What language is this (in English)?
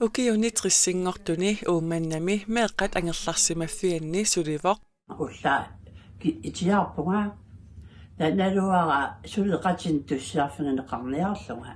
Kalaallisut